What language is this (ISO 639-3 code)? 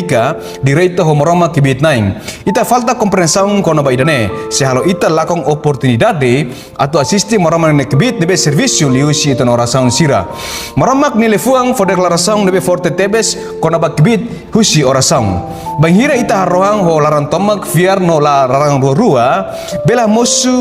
tet